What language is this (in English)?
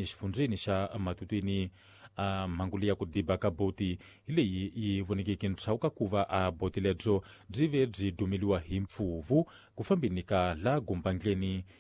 Tsonga